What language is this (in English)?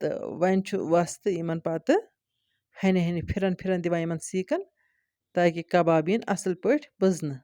Kashmiri